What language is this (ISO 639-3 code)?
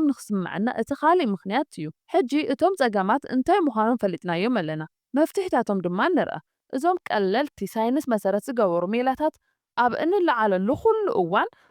tir